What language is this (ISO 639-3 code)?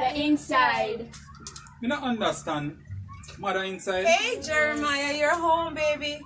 jam